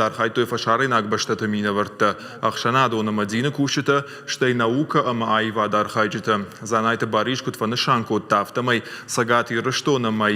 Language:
Ossetic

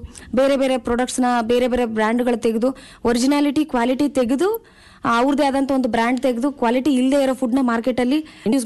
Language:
Kannada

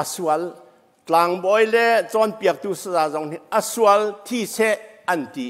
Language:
Hakha Chin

